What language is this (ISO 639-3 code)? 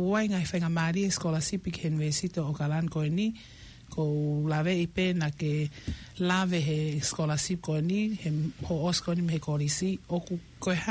ton